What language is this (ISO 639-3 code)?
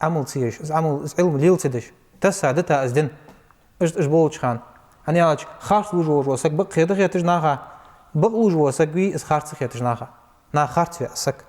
inh